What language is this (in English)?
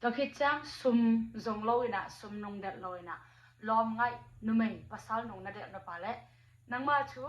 Tedim Chin